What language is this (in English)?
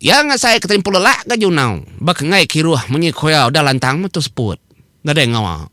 Iban